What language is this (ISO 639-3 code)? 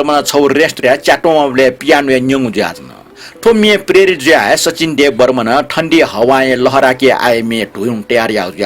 new